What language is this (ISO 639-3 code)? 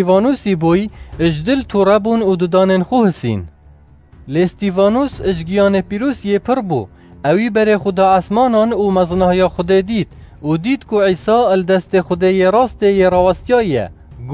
kur